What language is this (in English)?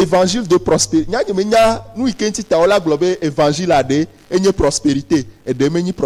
Ewe